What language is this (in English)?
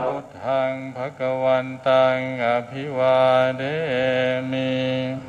Pali